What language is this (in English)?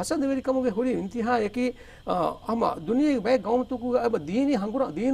Divehi